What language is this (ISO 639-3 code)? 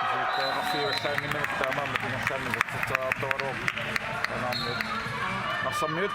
kal